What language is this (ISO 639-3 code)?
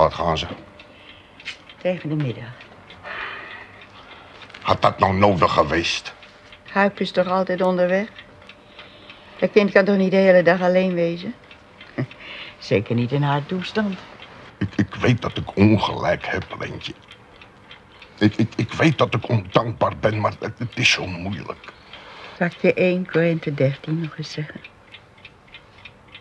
nld